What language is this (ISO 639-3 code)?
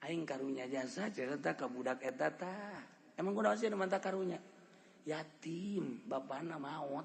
sun